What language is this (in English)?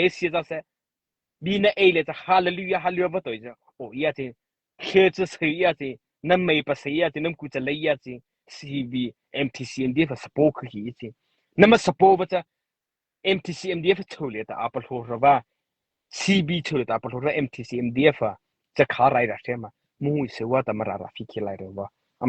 Mara Chin